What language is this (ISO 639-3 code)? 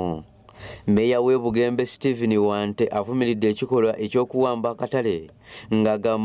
lug